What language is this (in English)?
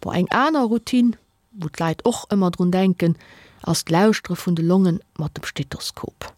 Luxembourgish